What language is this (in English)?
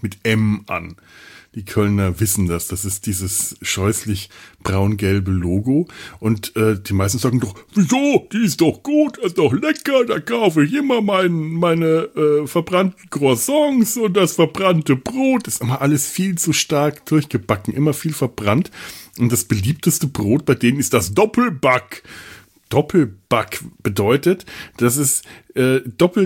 German